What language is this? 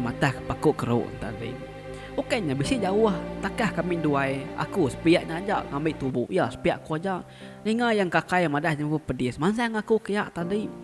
Iban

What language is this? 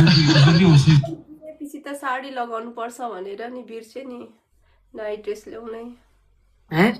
Nepali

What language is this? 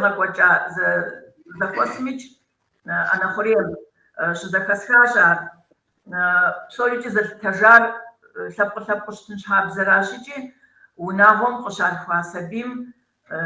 Kabardian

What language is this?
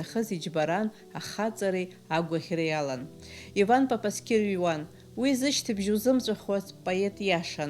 Abkhazian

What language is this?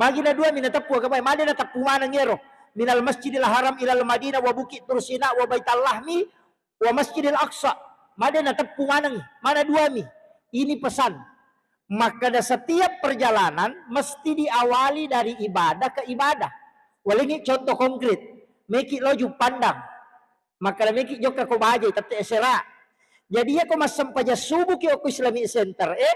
Buginese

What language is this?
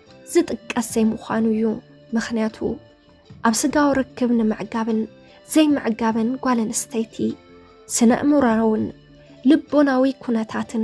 Tigrinya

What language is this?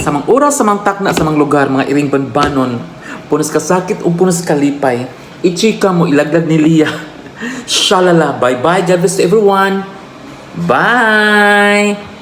Cebuano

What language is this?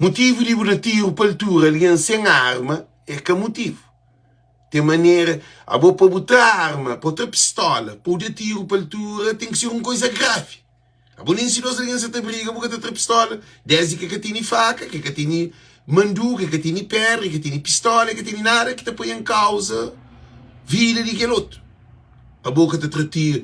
Kabuverdianu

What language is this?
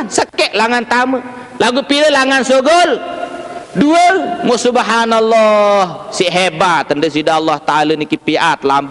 Sasak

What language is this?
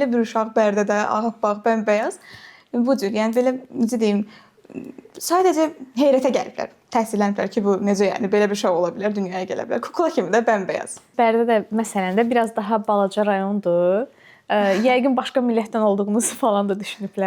Azerbaijani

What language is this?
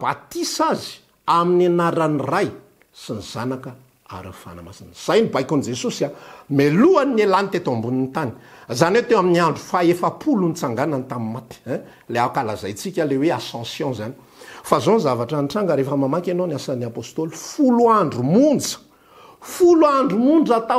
Malagasy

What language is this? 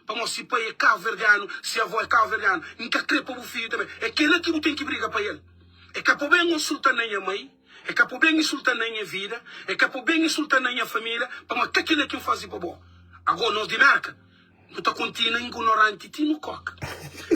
Kabuverdianu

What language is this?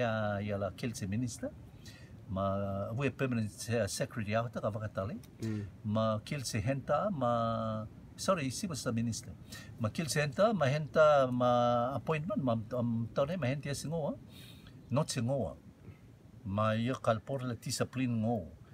Rotuman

